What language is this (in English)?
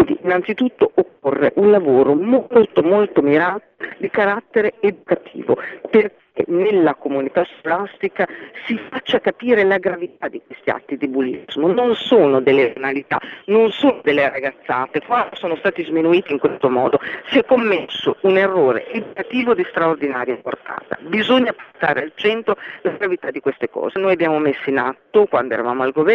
Italian